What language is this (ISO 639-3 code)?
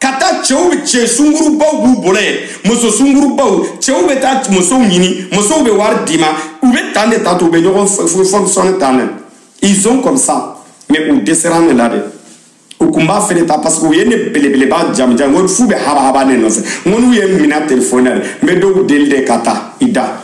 bam